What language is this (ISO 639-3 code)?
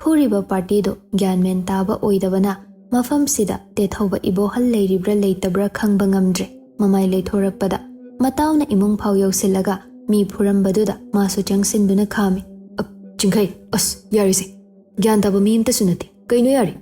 mni